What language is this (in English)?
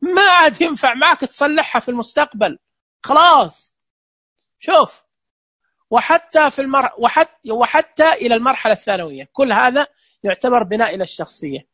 Najdi Arabic